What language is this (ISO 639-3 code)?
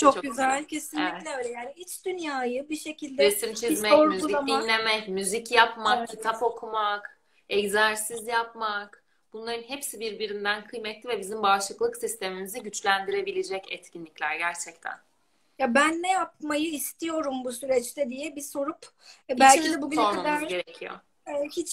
tur